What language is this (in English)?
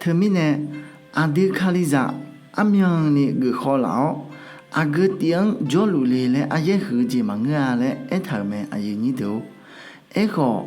Akha